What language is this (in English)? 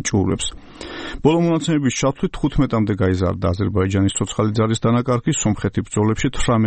Georgian